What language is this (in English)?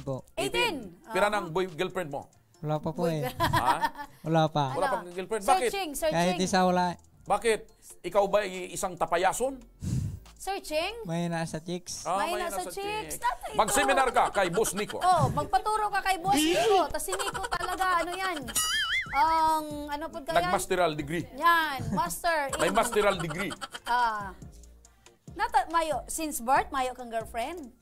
Bikol